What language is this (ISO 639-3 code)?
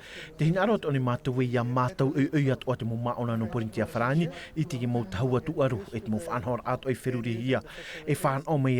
tah